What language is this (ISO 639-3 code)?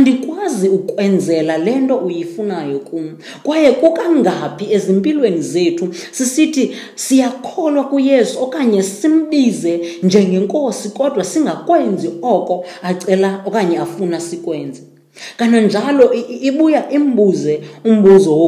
xho